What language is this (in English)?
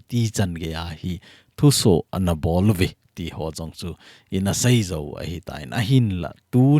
Thado Chin